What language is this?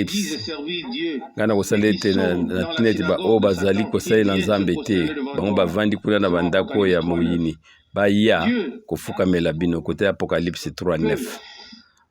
Lingala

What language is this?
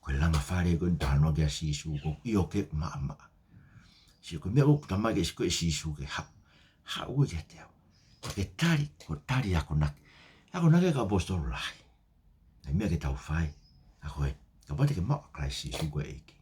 Tongan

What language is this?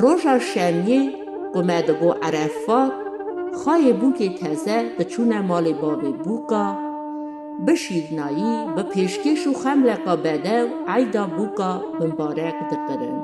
Kurdish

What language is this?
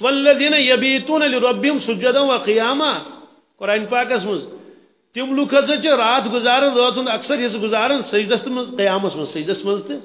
Kashmiri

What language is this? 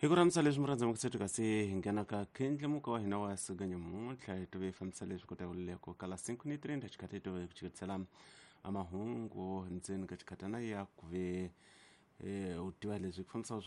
Tsonga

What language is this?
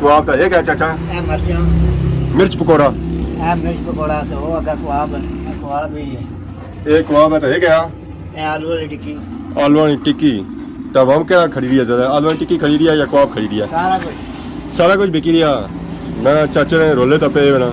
Pahari-Potwari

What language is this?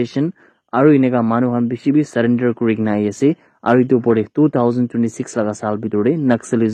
Naga Pidgin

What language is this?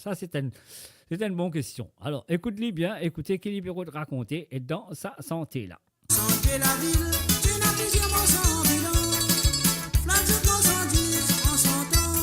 Morisyen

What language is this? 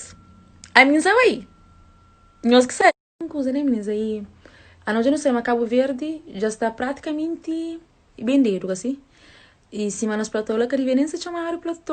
Kabuverdianu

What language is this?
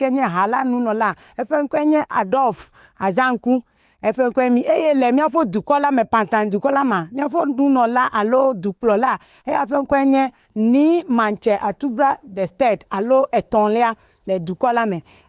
Ewe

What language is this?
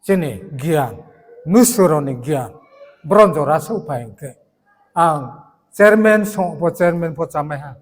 Riang (India)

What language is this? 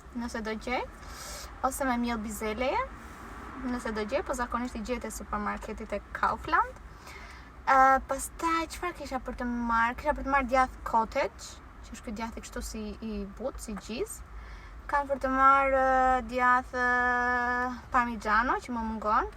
Albanian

